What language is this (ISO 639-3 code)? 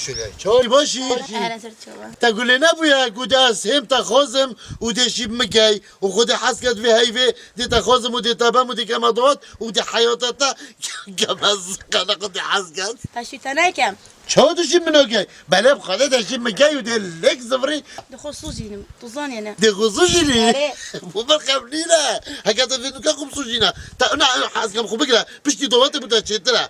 kur